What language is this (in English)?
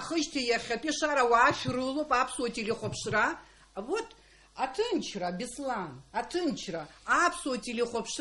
Abkhazian